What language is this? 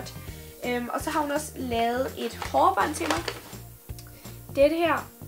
Danish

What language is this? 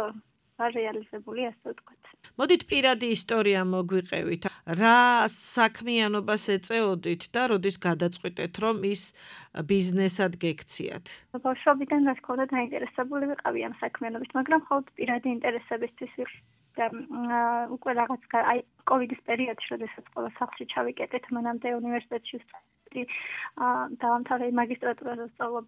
Georgian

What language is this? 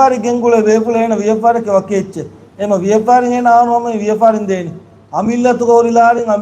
Divehi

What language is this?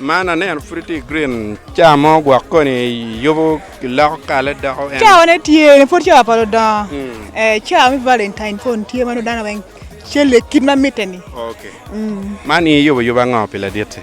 Acoli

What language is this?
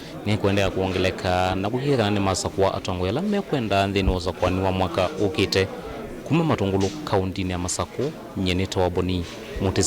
Kamba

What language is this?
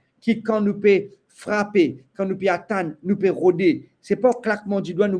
Morisyen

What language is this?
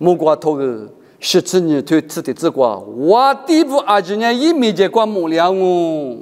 Lisu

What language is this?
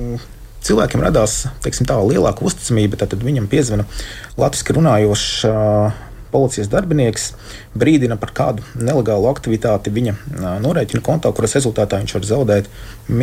Latvian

